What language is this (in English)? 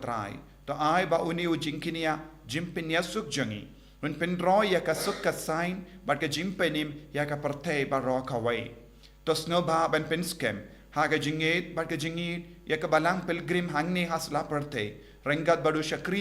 Khasi